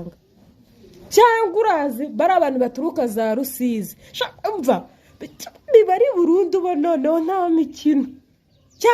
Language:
Kinyarwanda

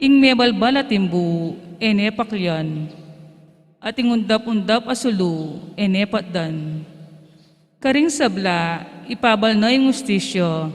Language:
Pampanga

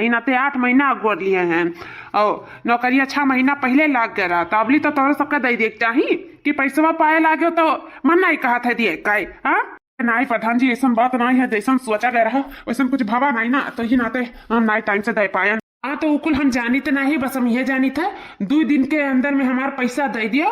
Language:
Awadhi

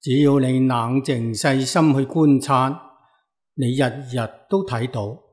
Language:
Cantonese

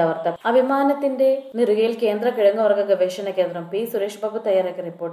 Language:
Malayalam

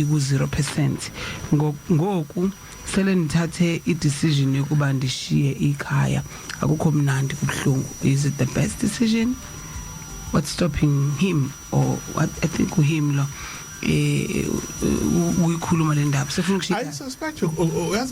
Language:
Zulu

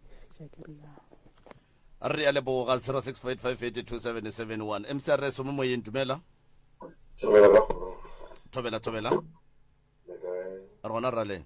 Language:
Northern Sotho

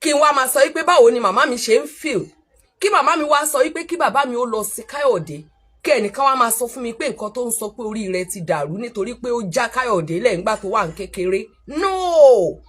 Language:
Yoruba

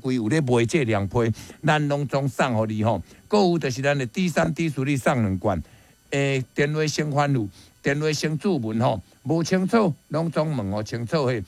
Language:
Min Nan Chinese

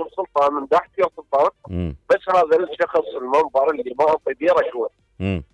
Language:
Mesopotamian Arabic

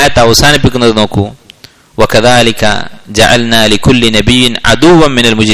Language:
Malayalam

